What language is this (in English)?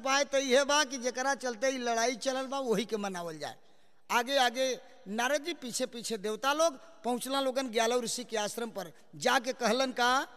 Bhojpuri